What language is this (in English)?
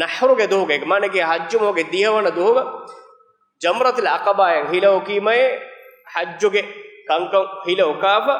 Divehi